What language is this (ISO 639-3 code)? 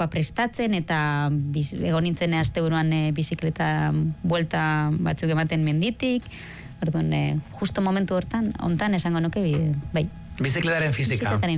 eus